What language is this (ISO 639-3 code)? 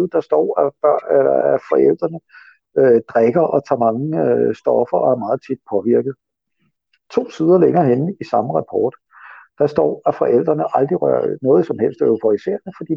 dan